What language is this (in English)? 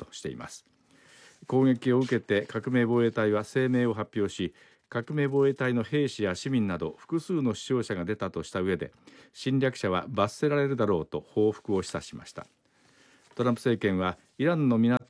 Japanese